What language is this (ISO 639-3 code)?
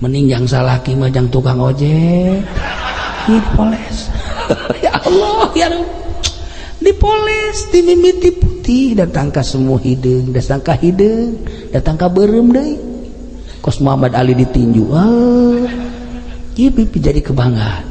sun